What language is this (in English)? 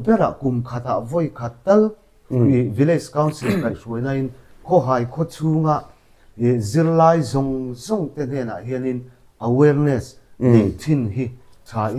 Mizo